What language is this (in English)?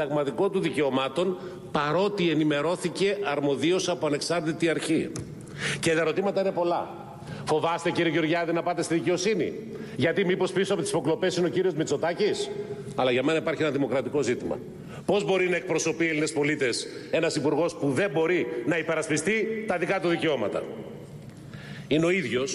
Greek